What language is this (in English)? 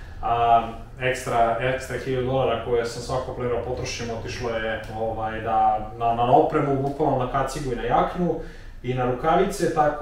Serbian